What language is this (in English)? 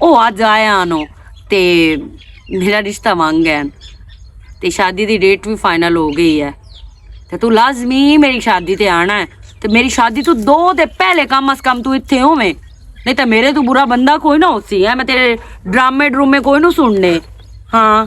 Western Panjabi